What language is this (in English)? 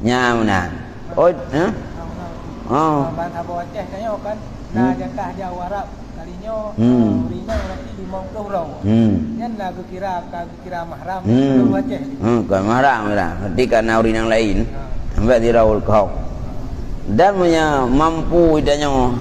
Achinese